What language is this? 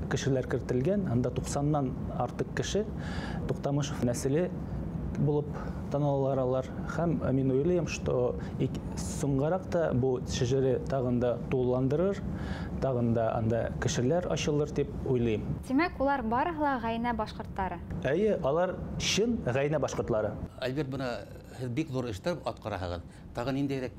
Bashkir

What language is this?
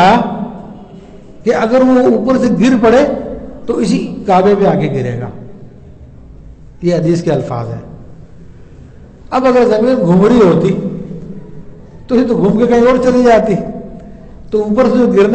Urdu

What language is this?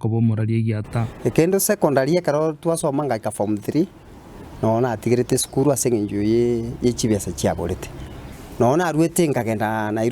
Gusii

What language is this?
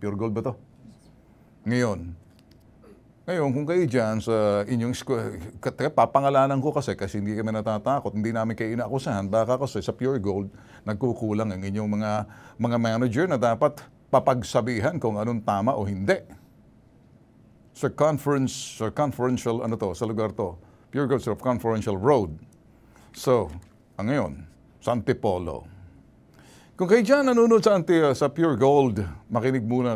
Filipino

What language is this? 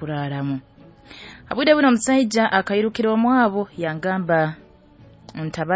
Nyoro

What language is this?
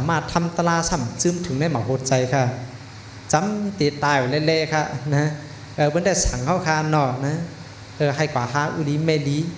Shan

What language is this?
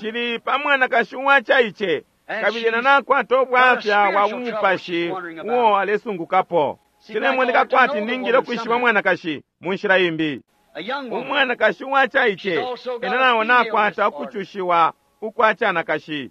Bemba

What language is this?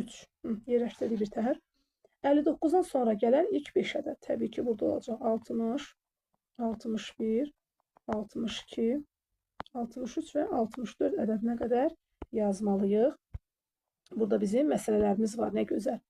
Azerbaijani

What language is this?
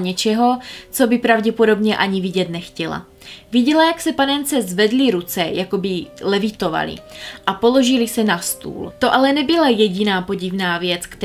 Czech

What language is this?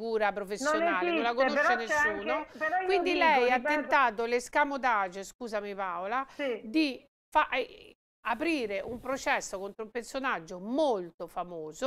Italian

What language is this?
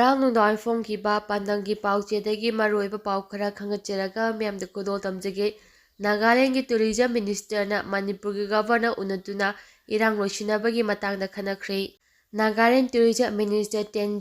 Manipuri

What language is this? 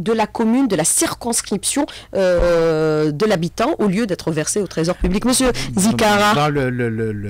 French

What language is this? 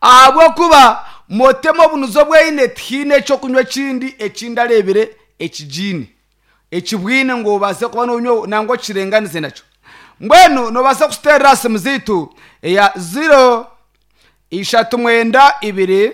Nyankole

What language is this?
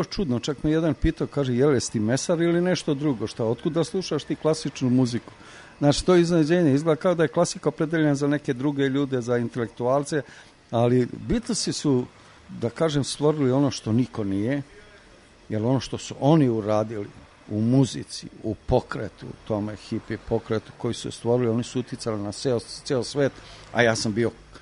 Serbian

